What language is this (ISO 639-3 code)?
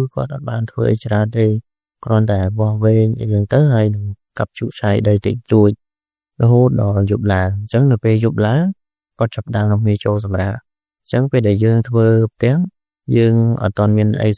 khm